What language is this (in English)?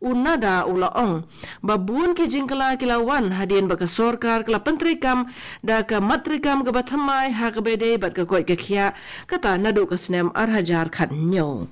Khasi